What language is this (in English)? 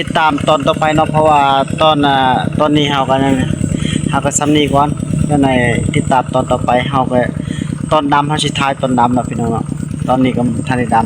Northeastern Thai